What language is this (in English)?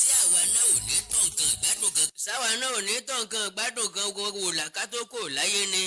Yoruba